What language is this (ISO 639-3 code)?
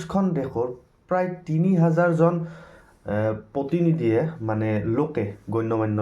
asm